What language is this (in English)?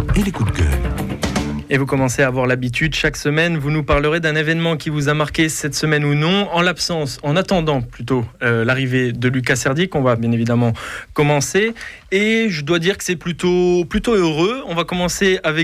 French